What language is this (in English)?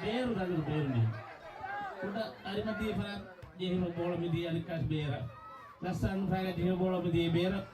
Divehi